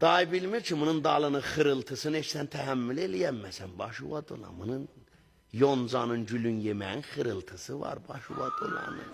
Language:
Azerbaijani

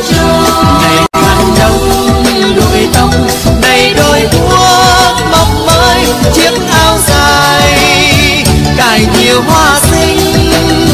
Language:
Vietnamese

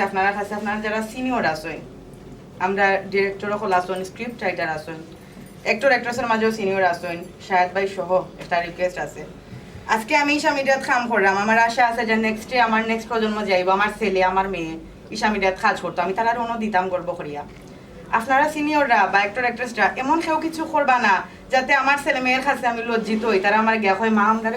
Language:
Sylheti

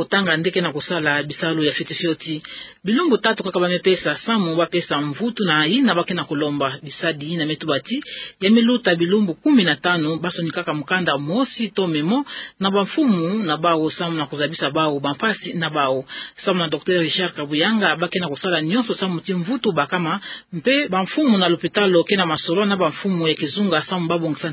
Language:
Kituba (Democratic Republic of Congo)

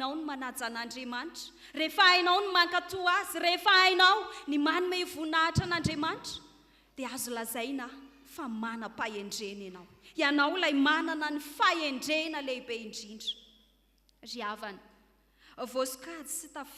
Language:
Malagasy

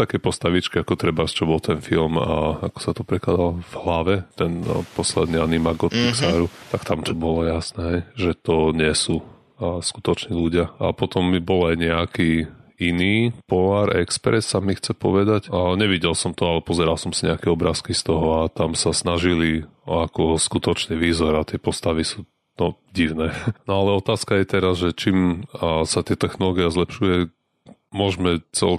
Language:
Slovak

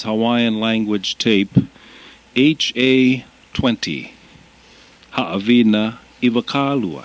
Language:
Hawaiian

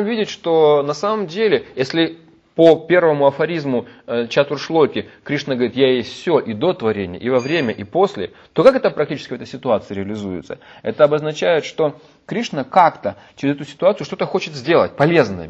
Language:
Russian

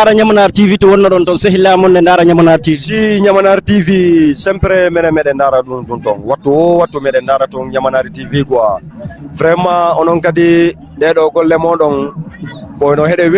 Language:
Fula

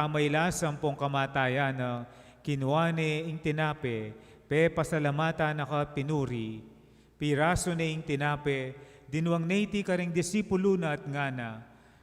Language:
Pampanga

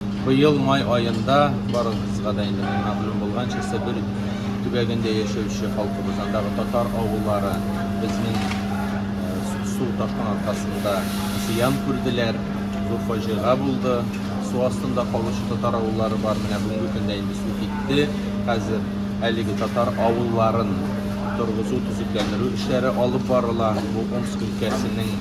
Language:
Tatar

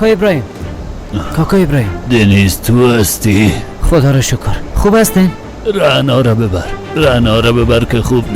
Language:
Persian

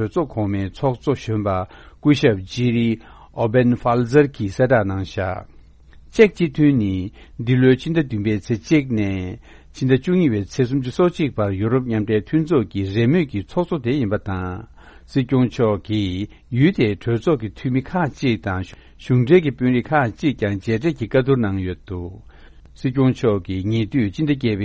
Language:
Tibetan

